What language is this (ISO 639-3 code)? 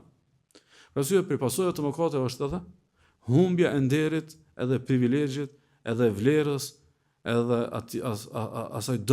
sqi